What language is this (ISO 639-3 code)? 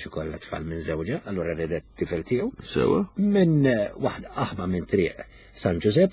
mlt